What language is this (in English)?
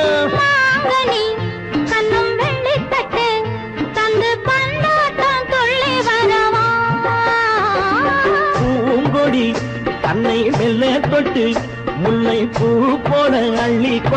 Tamil